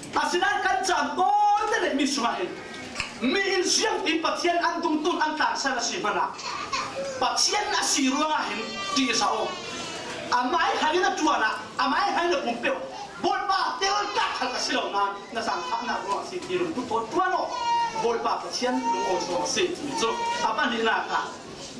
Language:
Falam Chin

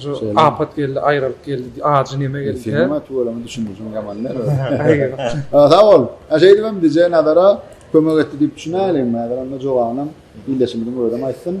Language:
Turkmen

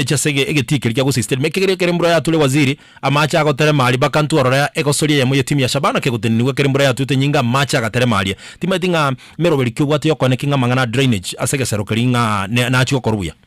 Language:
Gusii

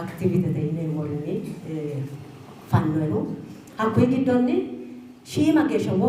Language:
Sidamo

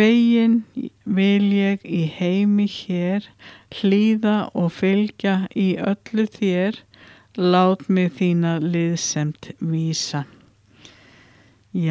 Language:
Icelandic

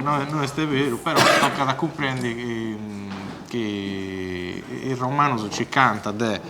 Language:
Sardinian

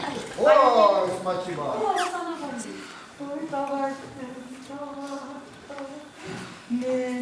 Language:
Chuvash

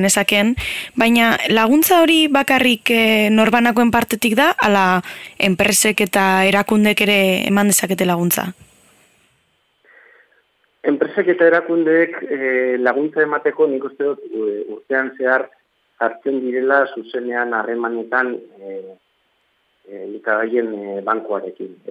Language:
Basque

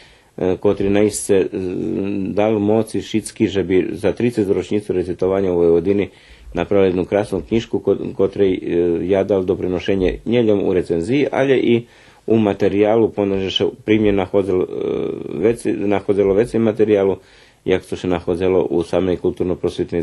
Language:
Rusyn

